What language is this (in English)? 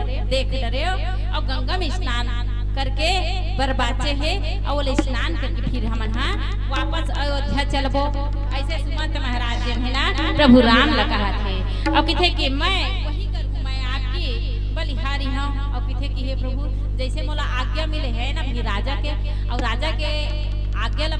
Chhattisgarhi